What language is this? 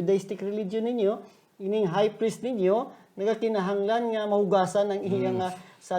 Hiligaynon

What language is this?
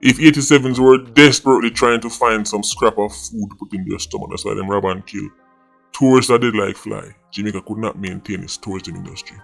Jamaican Creole English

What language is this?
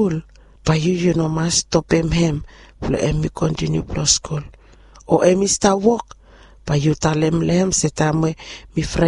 Bislama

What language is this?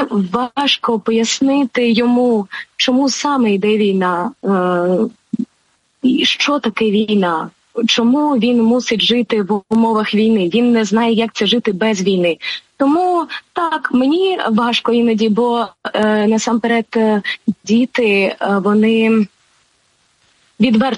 Ukrainian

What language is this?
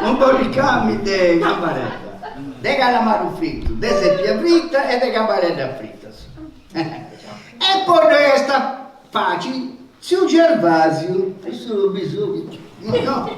Sardinian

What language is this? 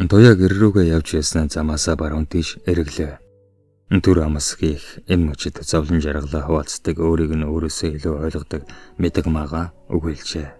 Mongolian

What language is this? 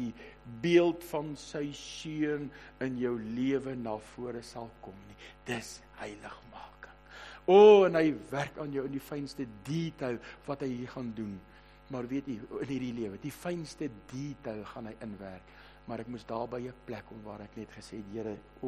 Afrikaans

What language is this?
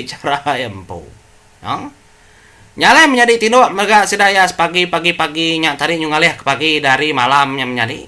Iban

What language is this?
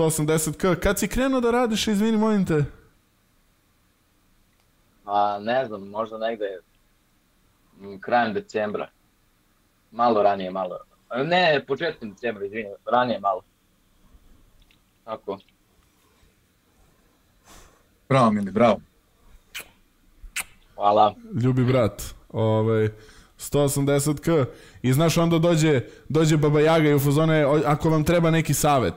Serbian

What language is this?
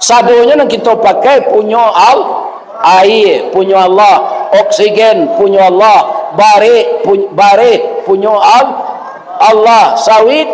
Minangkabau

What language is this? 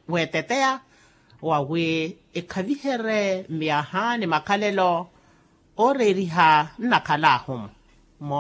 Makhuwa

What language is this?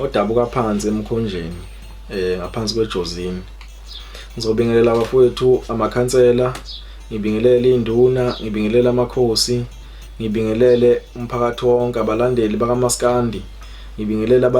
Zulu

